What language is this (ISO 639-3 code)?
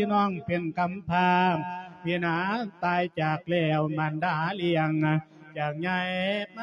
lao